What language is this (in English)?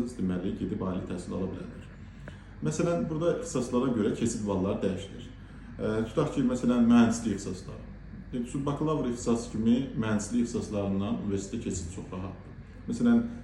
Azerbaijani